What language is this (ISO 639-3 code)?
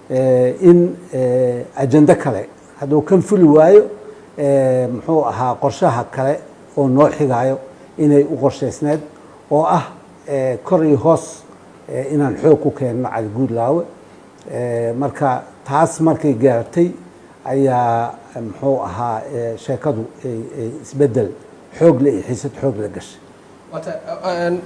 som